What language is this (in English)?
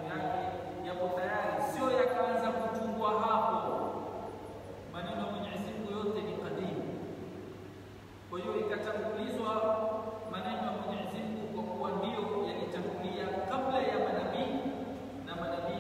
Swahili